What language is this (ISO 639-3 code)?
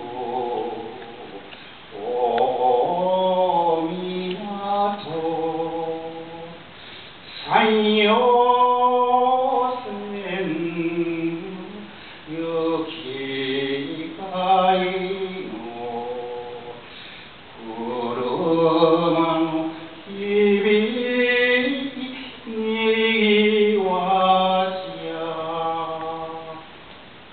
jpn